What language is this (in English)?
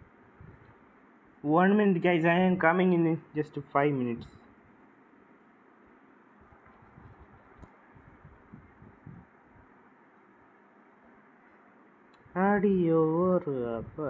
Malayalam